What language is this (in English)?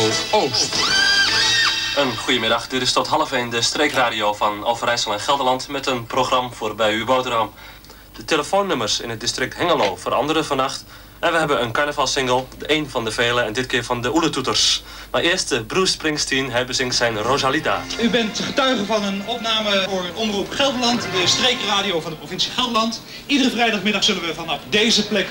Dutch